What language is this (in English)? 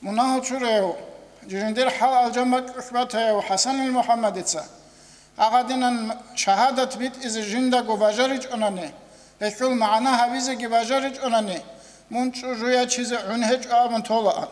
Avaric